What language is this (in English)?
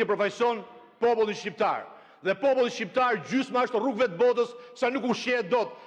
Albanian